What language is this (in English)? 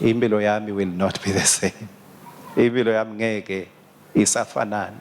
Swati